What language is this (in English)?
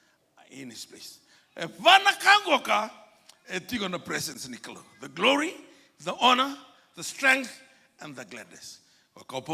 Fijian